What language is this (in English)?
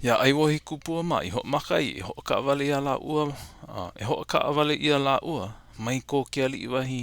Hawaiian